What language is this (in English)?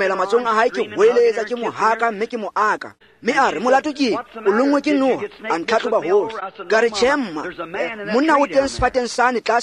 Tswana